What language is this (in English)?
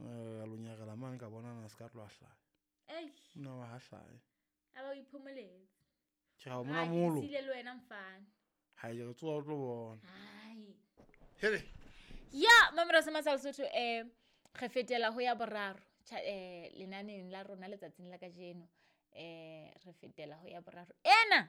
Southern Sotho